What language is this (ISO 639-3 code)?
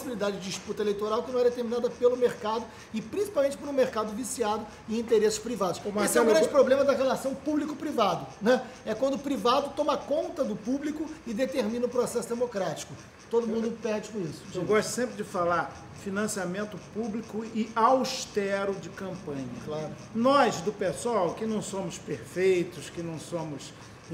por